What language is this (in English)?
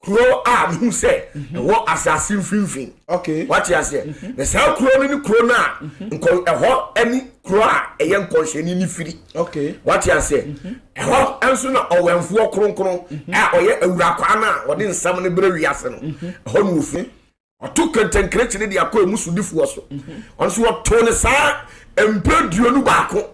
Akan